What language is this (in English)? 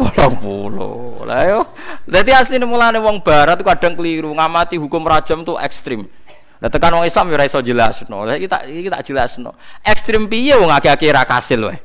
Javanese